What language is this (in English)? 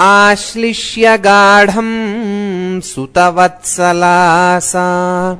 Sanskrit